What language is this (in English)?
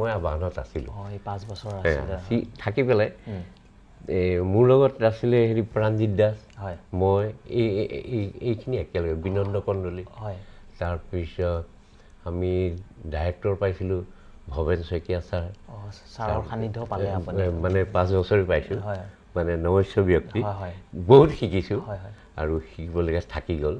Assamese